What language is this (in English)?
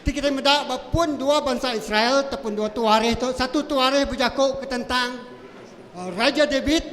Iban